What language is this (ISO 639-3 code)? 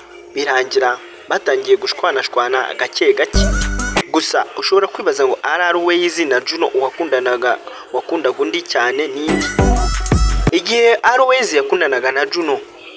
kin